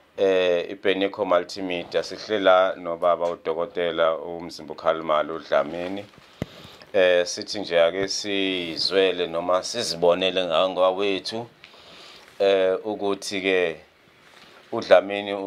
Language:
Zulu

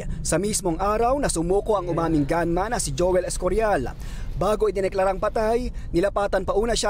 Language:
Filipino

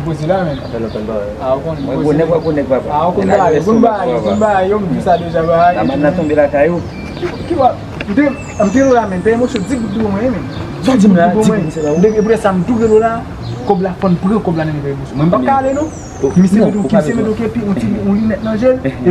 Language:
Haitian Creole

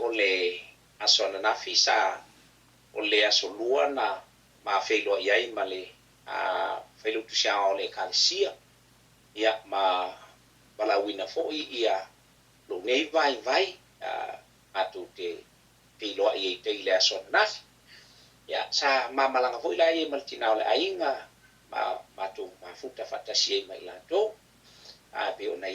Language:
Samoan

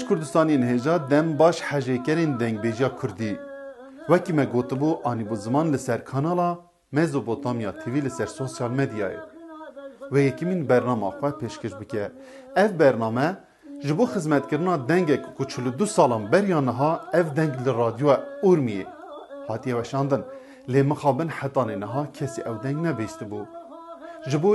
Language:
Kurdish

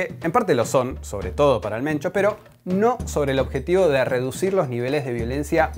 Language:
Spanish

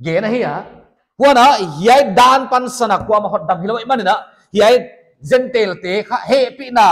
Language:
Paite Chin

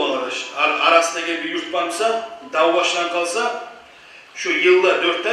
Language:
Kumyk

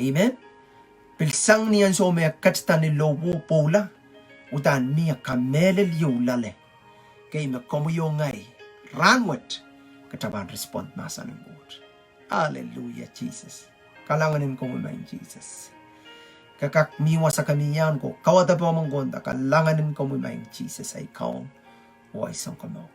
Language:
Pohnpeian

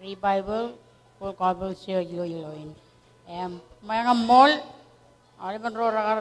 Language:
Marshallese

